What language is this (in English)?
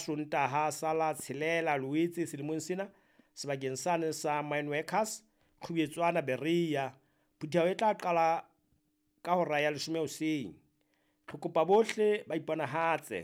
Southern Sotho